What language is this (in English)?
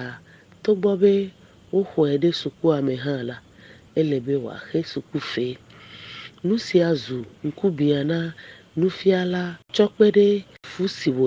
Ewe